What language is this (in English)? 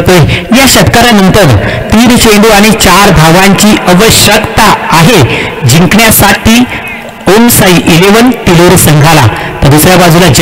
Marathi